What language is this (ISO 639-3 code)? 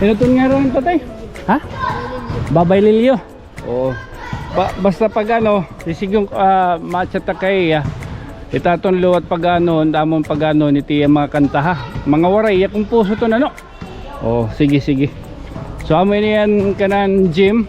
war